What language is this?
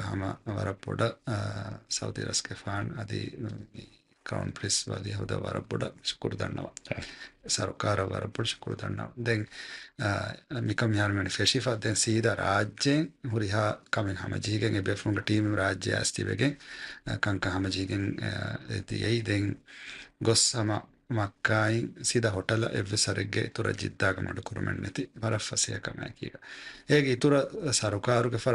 Divehi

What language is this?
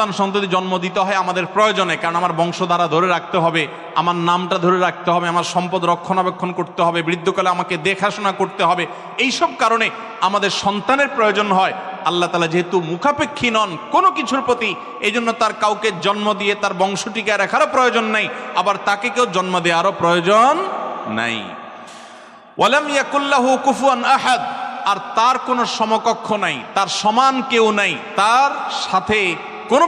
Bangla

